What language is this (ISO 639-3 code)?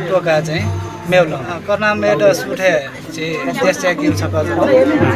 new